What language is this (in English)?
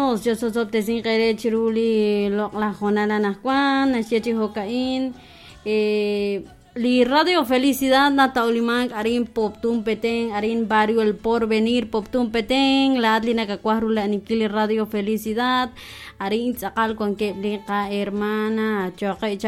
Kekchí